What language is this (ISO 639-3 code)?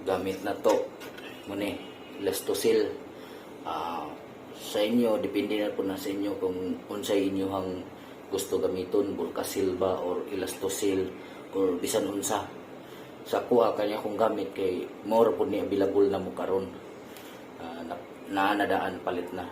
ceb